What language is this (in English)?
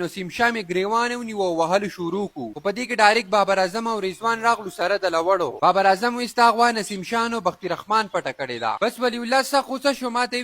Pashto